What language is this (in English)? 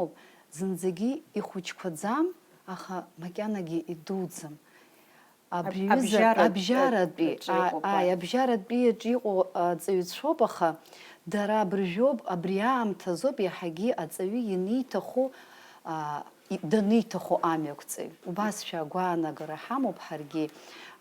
Abkhazian